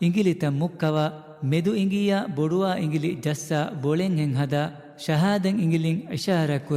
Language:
Divehi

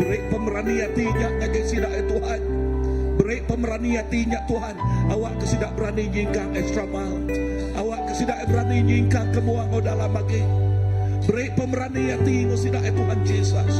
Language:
Iban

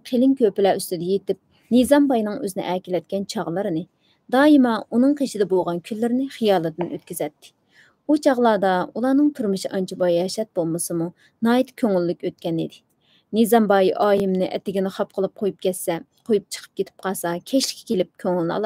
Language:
Uyghur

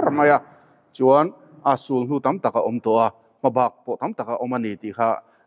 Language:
Mizo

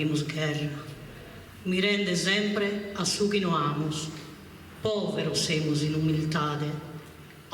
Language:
Sardinian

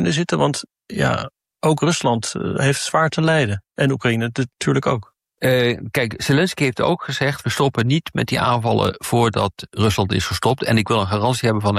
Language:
Dutch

